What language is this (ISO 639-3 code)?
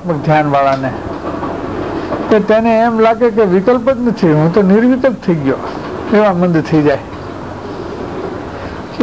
guj